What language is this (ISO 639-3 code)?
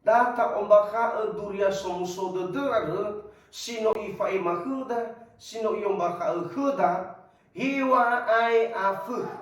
nia